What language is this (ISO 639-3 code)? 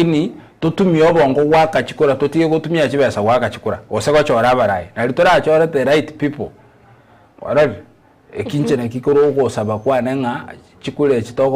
guz